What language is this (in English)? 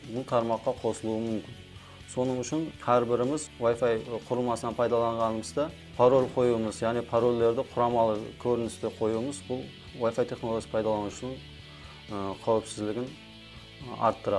Kara-Kalpak